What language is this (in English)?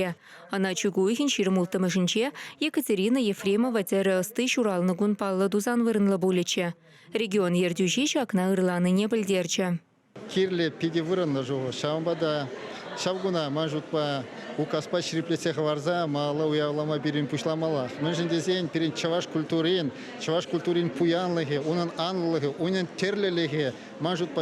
Chuvash